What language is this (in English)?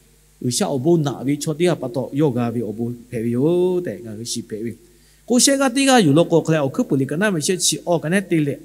Lahu